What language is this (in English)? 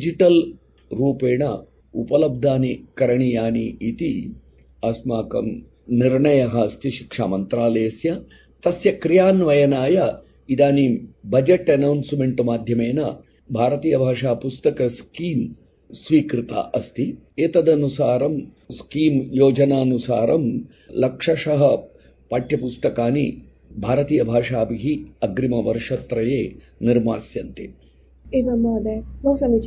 Sanskrit